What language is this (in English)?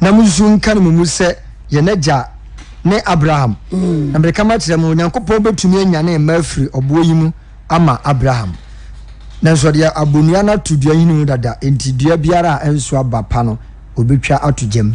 Akan